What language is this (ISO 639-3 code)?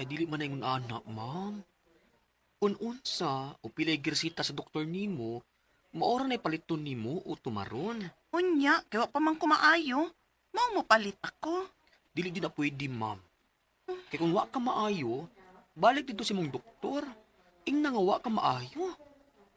ceb